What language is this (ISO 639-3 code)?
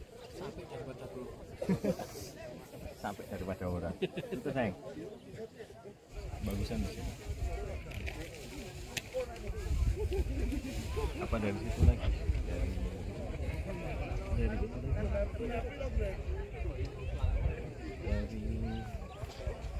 ind